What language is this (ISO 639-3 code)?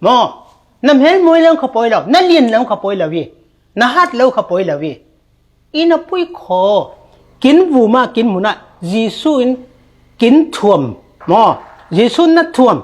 cfm